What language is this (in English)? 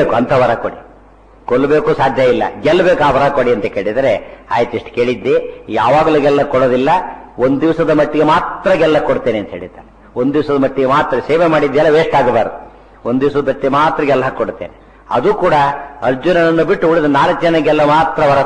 Kannada